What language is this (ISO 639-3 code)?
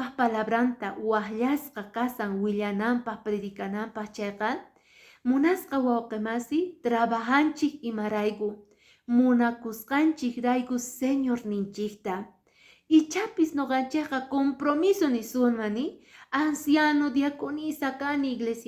que